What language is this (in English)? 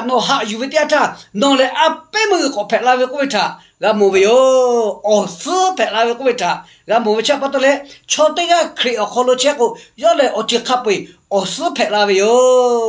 Lahu